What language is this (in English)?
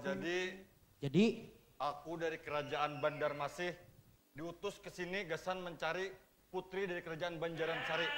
Banjar